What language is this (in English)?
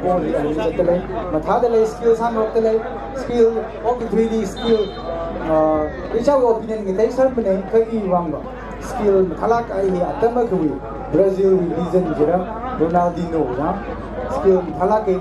Tangkhul Naga (India)